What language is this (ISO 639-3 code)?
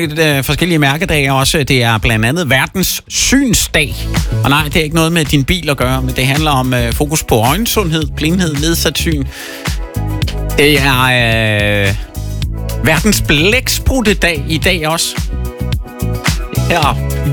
dan